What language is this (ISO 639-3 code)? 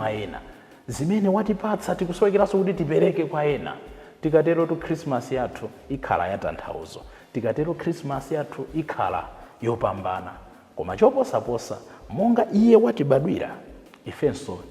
nya